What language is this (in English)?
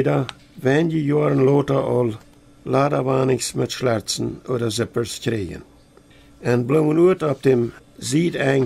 Plautdietsch